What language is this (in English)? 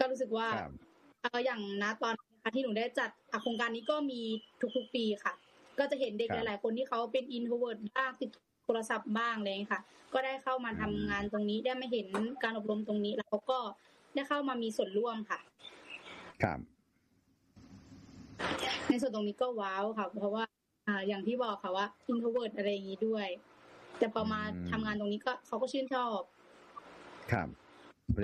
Thai